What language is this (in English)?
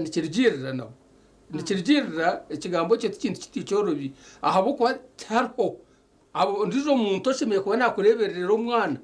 Nyankole